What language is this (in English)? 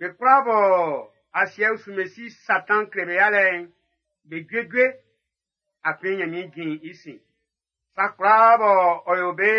Baoulé